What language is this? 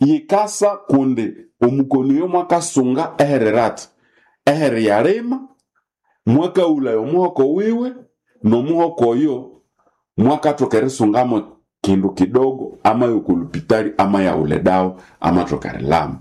Nande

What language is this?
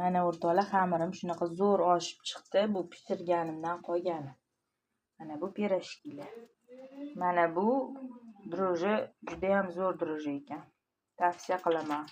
Uzbek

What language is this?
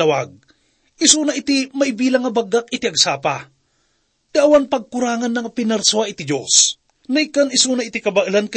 Iloko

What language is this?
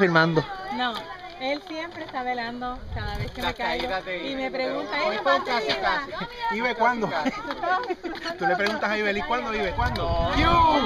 Spanish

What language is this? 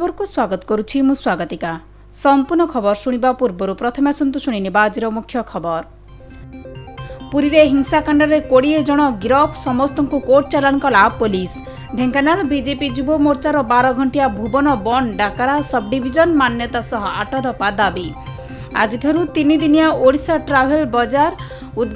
Odia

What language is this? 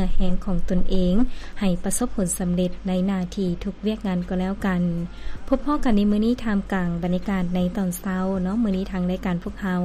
Lao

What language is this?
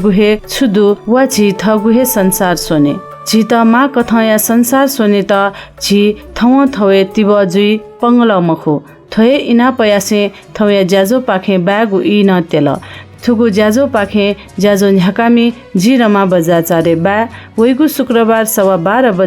Newari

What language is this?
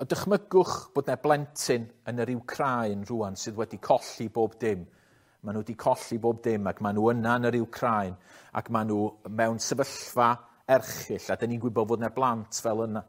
Welsh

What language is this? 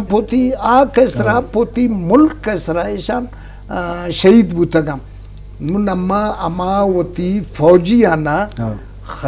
Eastern Balochi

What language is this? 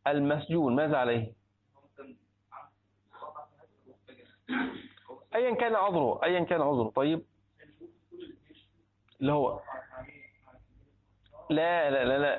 Arabic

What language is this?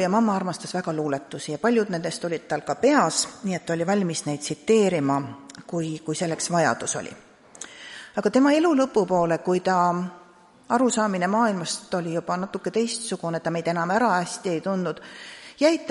Estonian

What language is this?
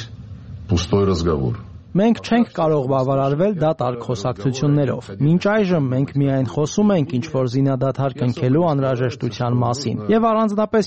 Armenian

